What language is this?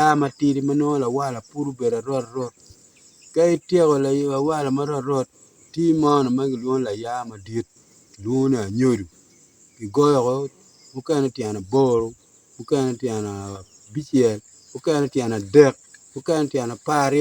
Acoli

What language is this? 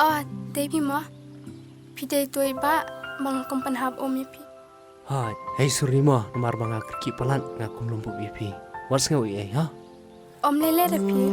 Khasi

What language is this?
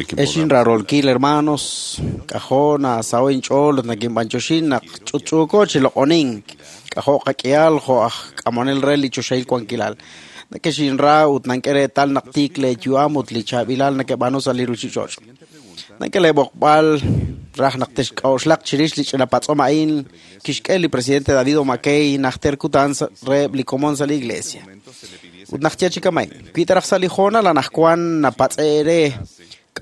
Kekchí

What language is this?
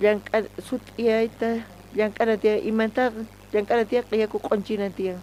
South Bolivian Quechua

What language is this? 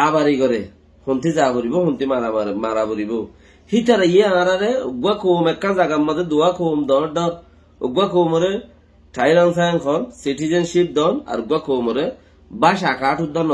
Rohingya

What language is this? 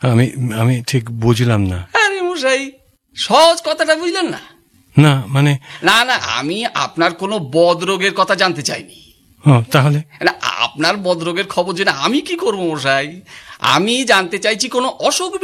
Bangla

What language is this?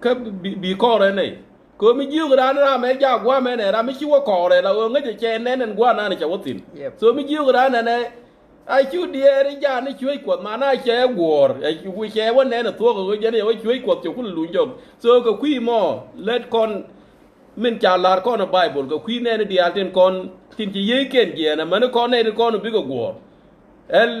Nuer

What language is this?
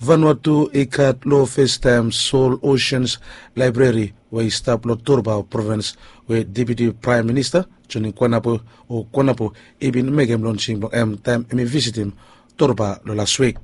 Bislama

